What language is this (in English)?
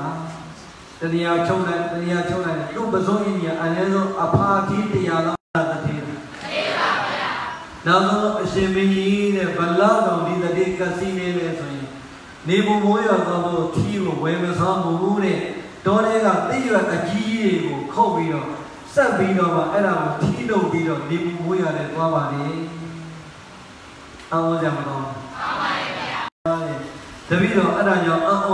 Burmese